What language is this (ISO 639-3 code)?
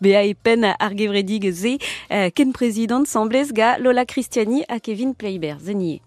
bre